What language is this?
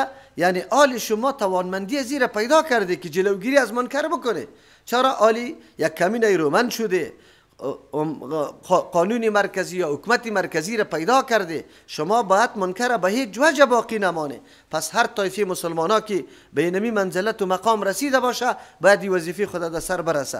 Persian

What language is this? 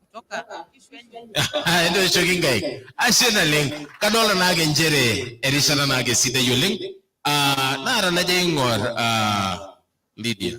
Masai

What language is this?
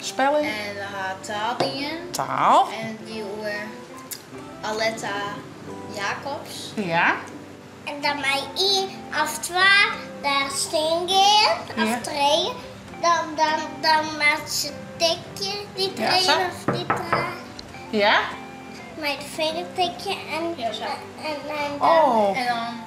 Western Frisian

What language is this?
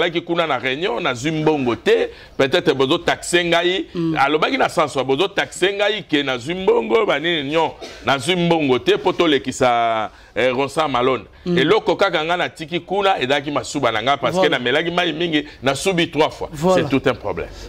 Lingala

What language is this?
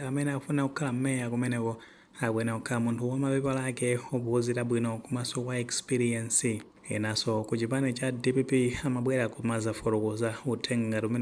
Nyanja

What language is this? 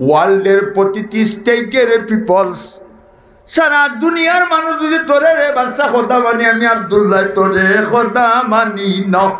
Sylheti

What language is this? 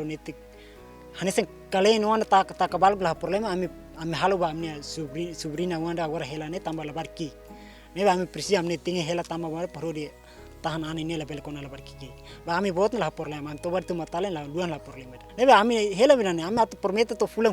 Tetum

